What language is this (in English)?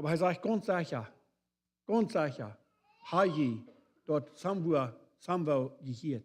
Plautdietsch